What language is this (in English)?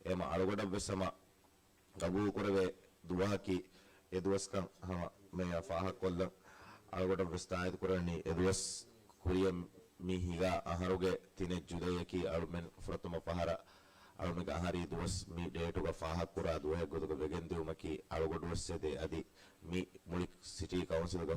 Divehi